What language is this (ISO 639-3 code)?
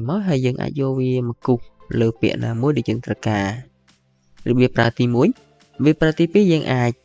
khm